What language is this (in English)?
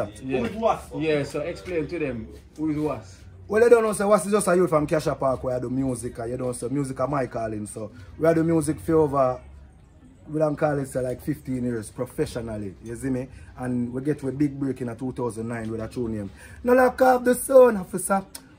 Jamaican Creole English